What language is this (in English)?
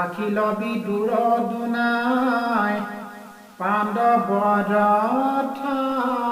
Assamese